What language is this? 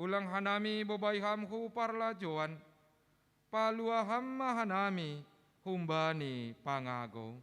Batak Simalungun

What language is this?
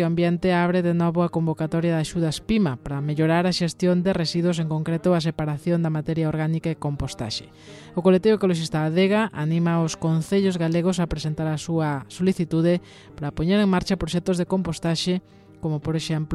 Galician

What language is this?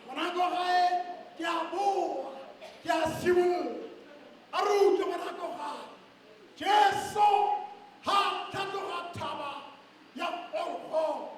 Tswana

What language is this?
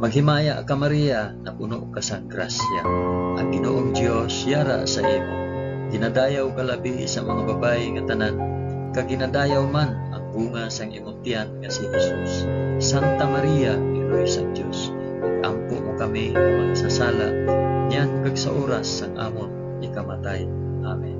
Hiligaynon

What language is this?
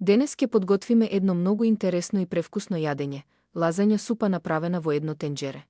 Macedonian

